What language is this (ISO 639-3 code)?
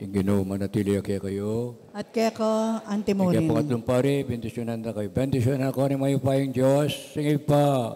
pam